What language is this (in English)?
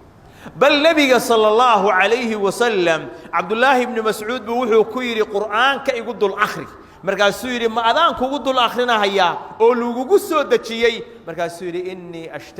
Somali